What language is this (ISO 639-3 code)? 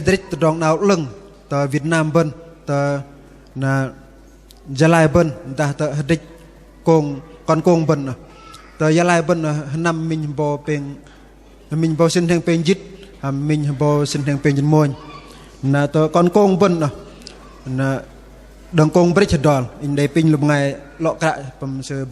bdq